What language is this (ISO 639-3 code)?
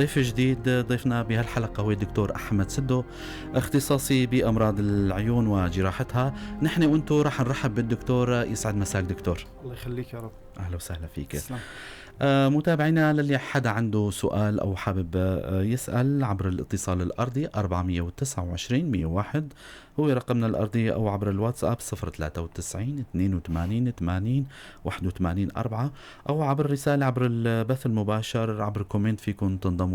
apc